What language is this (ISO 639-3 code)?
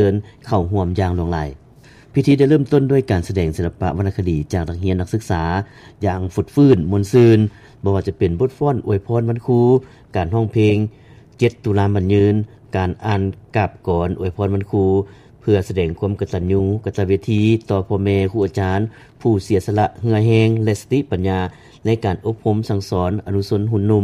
lao